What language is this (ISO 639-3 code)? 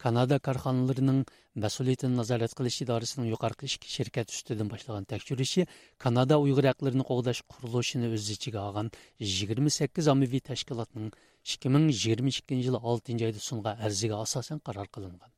uig